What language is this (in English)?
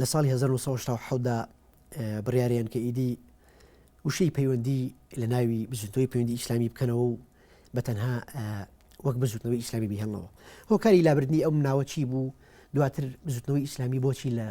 Central Kurdish